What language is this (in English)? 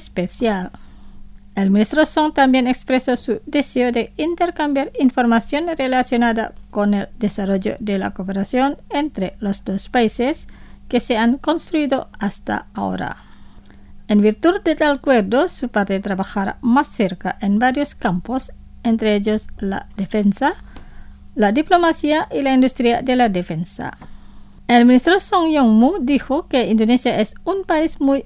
Spanish